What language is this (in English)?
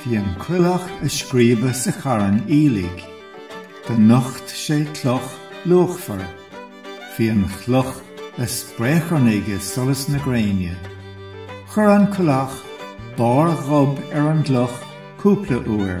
Irish